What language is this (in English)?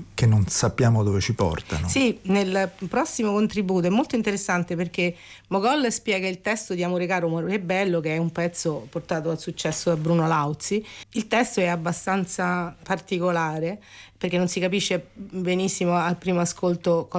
Italian